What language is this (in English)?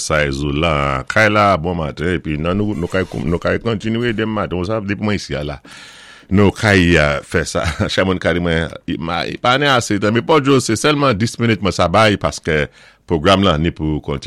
Saint Lucian Creole French